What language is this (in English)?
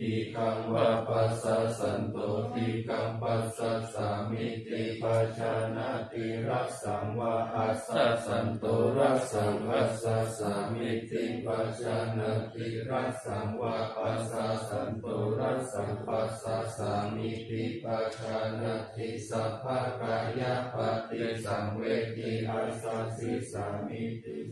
Pali